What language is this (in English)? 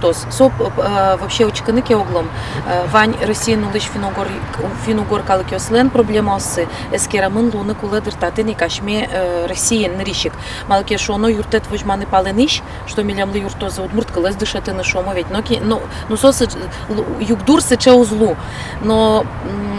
Udmurt